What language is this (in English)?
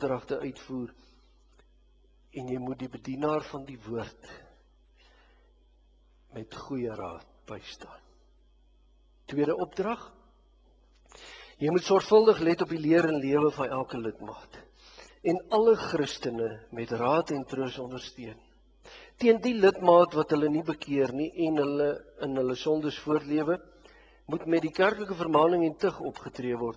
Afrikaans